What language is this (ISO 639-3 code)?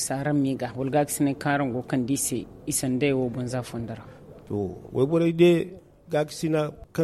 dje